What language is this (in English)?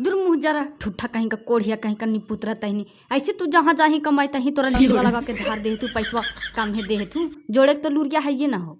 Magahi